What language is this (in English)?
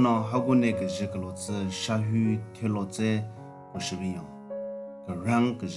Southern Rengma Naga